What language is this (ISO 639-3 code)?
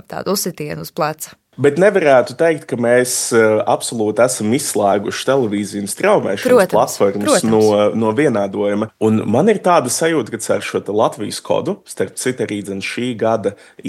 lav